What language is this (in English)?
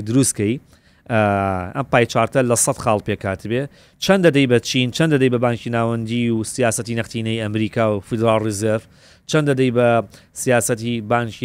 Central Kurdish